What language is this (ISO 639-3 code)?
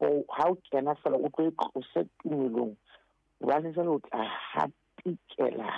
sot